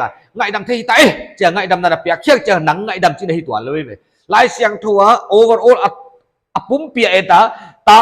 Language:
Paite Chin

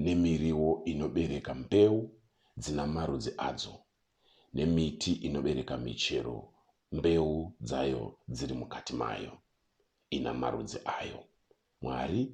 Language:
Shona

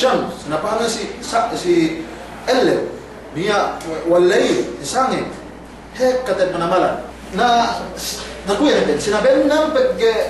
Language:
Yakan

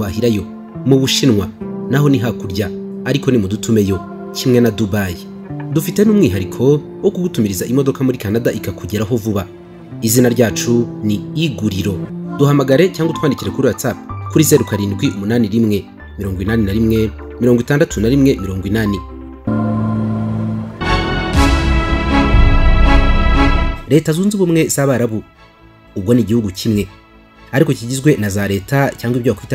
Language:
Kinyarwanda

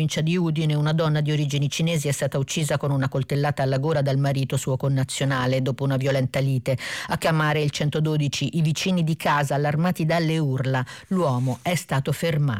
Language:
Italian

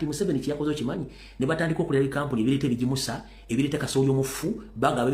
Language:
Ganda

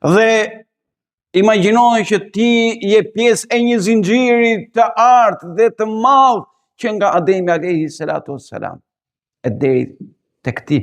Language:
Albanian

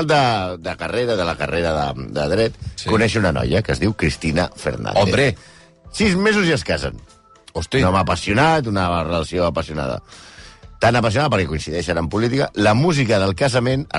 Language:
Catalan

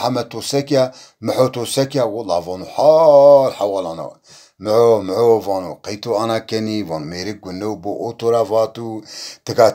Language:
Zaza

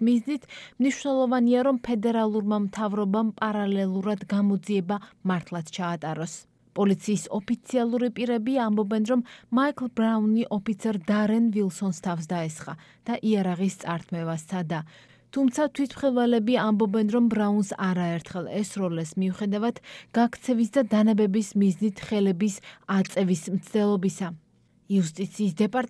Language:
Georgian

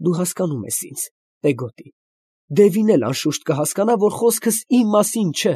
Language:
Armenian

